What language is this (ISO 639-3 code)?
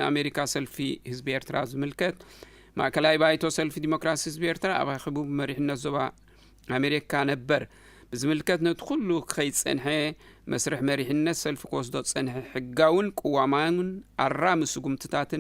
tir